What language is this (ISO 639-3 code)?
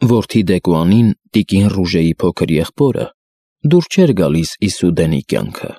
hye